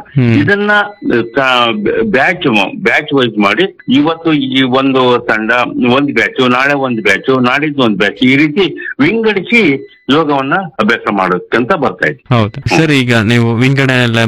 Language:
Kannada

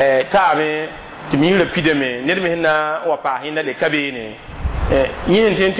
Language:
Mossi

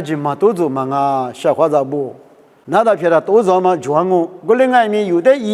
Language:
Lisu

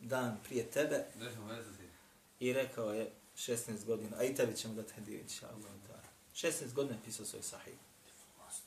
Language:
Bosnian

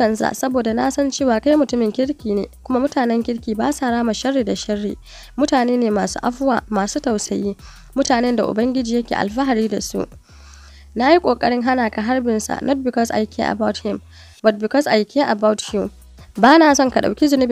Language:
Hausa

